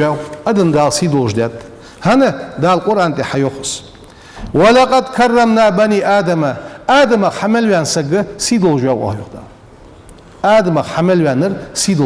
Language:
Ingush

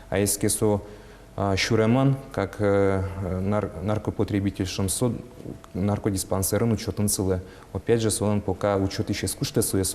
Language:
Udmurt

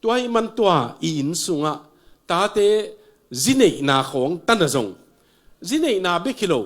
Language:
Tedim Chin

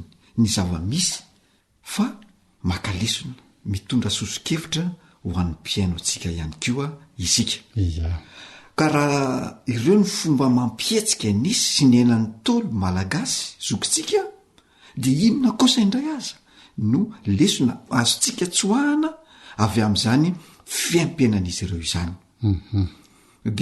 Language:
Malagasy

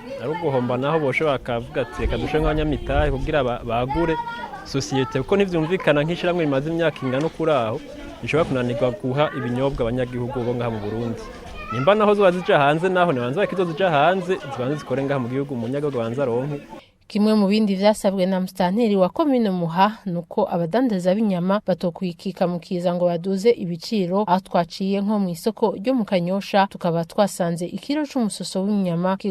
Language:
Rundi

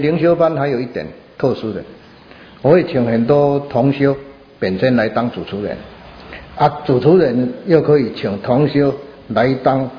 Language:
Chinese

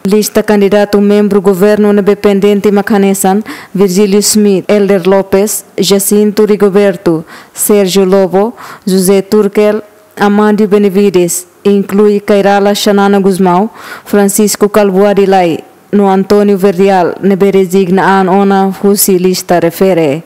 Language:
Tetum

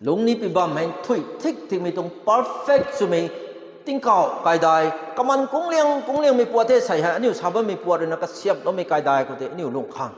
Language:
Rongmei Naga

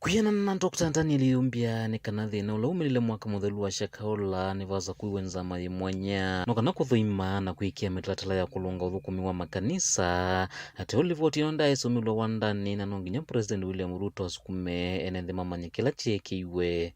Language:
Kamba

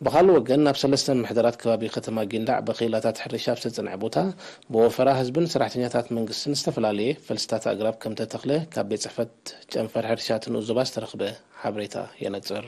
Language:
Tigrinya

